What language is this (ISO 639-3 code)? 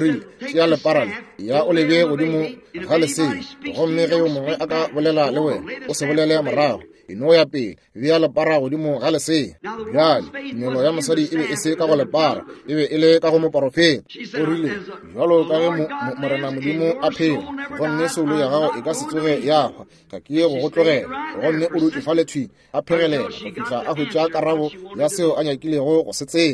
nso